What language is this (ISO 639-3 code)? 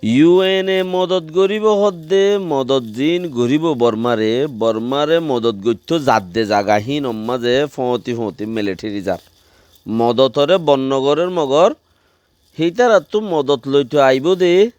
rhg